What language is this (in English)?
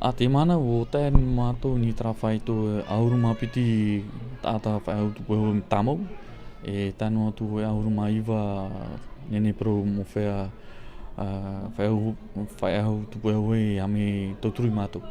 Tahitian